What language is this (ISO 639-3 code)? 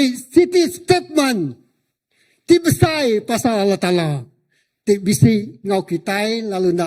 iba